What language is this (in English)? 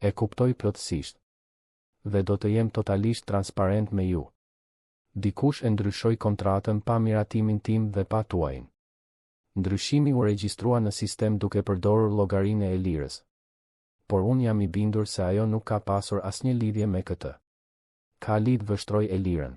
Albanian